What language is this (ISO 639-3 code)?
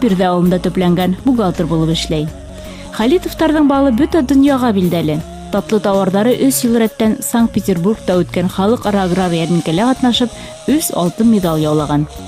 bak